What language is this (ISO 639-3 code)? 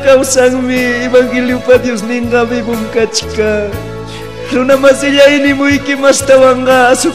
quy